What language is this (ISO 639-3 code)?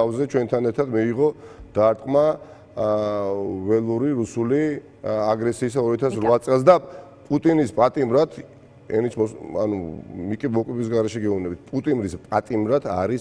kat